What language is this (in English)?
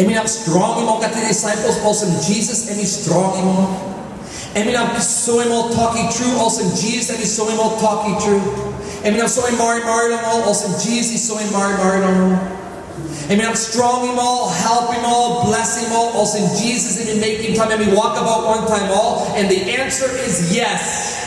Tok Pisin